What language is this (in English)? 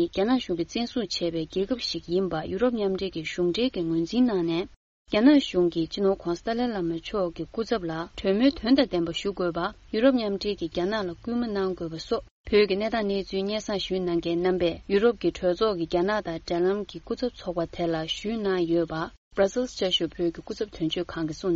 Tibetan